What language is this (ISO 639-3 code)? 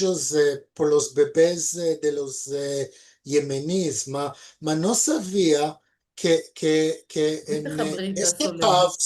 lad